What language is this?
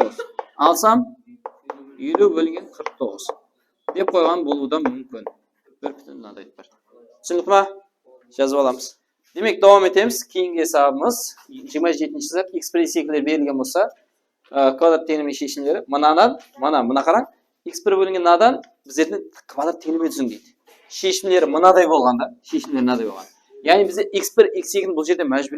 Kara-Kalpak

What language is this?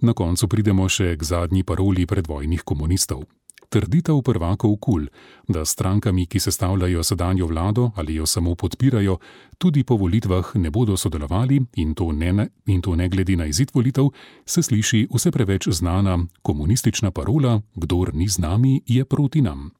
Slovenian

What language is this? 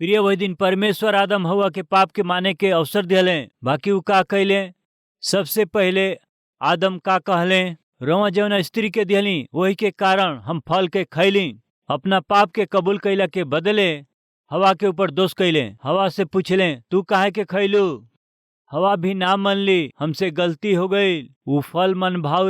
Bhojpuri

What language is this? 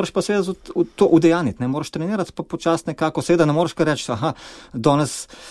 Slovenian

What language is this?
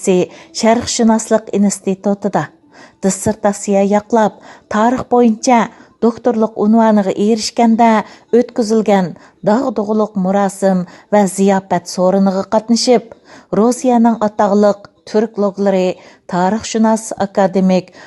Uyghur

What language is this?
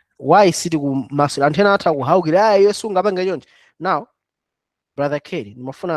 Nyanja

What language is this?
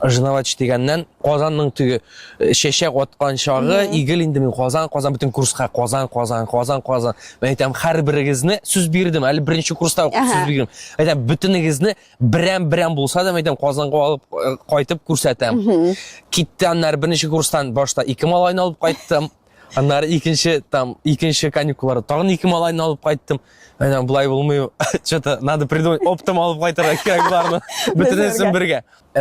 Tatar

